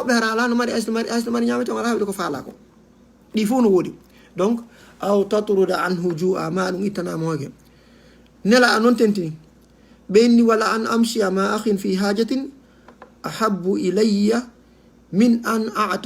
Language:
Fula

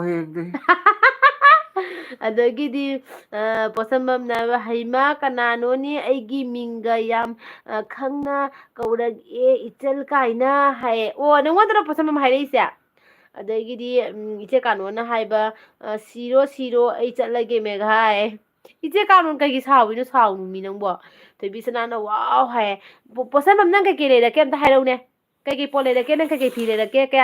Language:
Manipuri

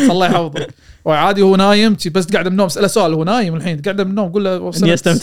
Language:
Gulf Arabic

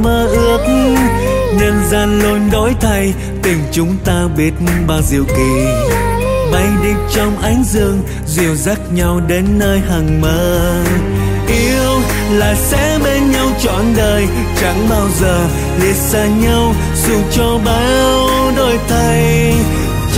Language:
Vietnamese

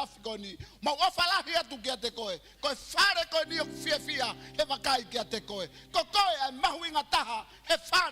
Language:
Tongan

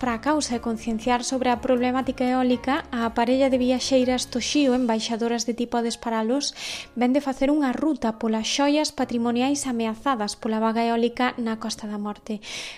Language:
Galician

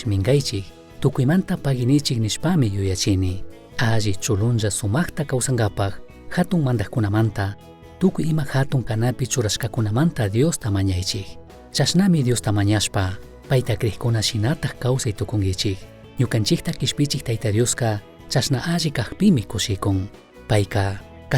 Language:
Chimborazo Highland Quichua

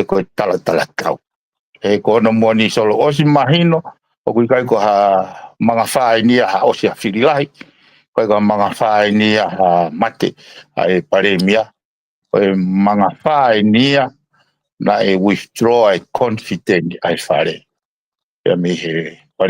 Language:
Tongan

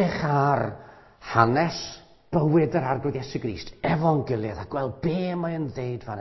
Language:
Welsh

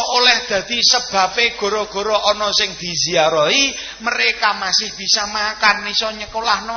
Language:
Javanese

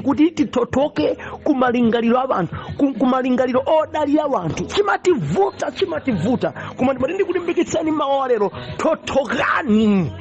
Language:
Nyanja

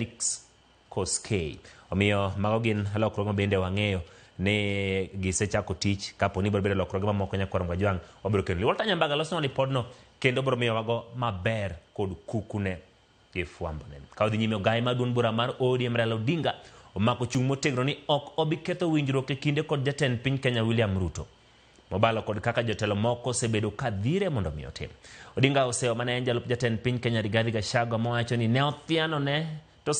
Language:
Luo (Kenya and Tanzania)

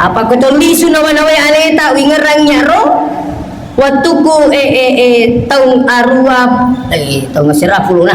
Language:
Buginese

